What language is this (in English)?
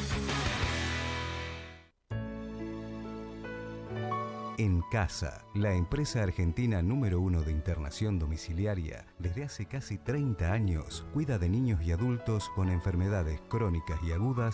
Spanish